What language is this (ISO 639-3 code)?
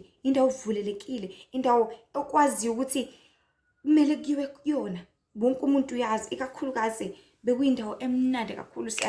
zul